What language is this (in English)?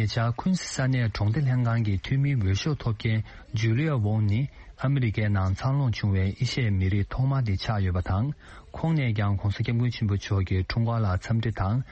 Tibetan